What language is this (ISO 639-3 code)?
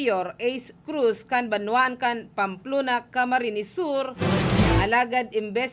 bik